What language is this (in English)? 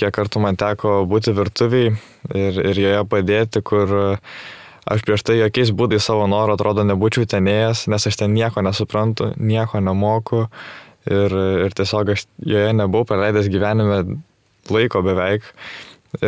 Lithuanian